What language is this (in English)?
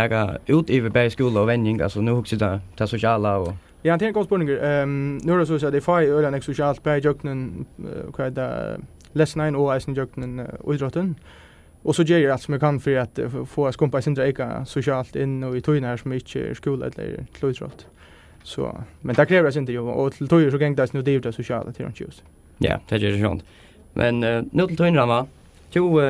Faroese